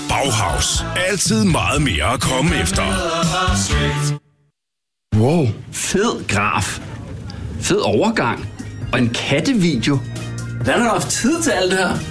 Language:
Danish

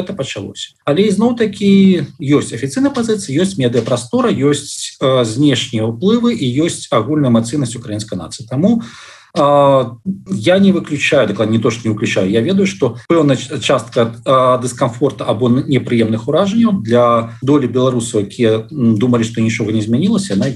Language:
Belarusian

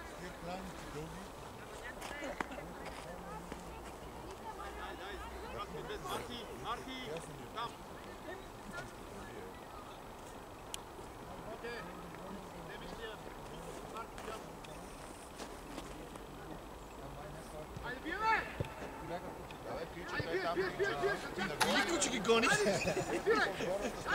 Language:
Bulgarian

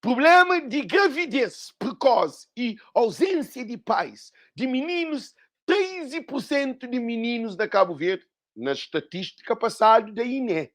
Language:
Kabuverdianu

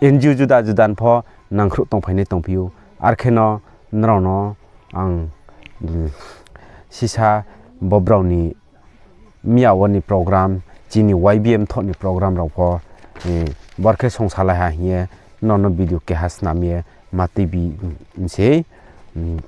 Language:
Riang (India)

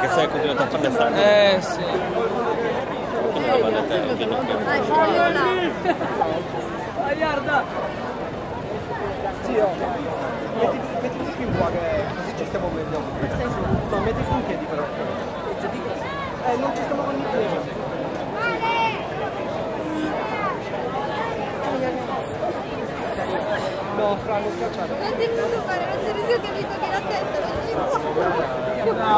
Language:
Italian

